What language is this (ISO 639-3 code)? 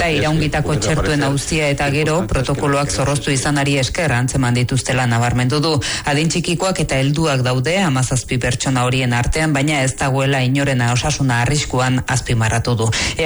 eus